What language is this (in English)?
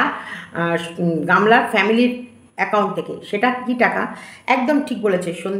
Bangla